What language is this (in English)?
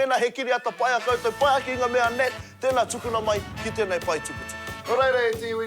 Māori